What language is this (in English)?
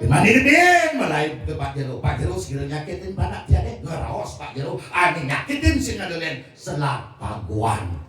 Balinese